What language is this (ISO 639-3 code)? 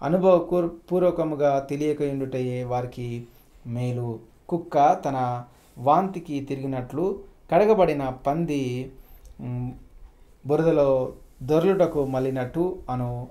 tel